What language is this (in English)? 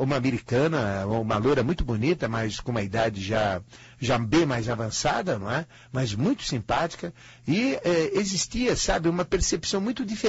Portuguese